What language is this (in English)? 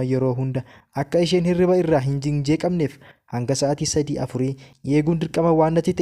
Oromo